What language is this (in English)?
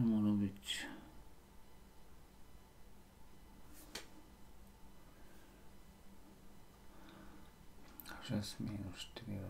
Slovak